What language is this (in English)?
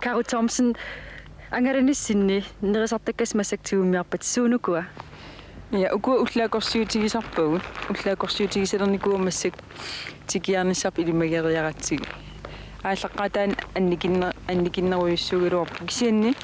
Kalaallisut